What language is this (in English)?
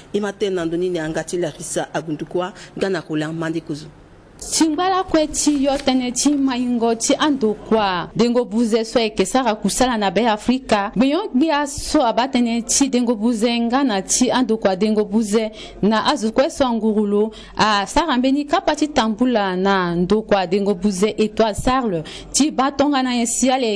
Sango